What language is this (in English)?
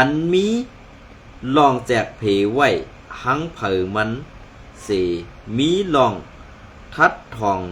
Shan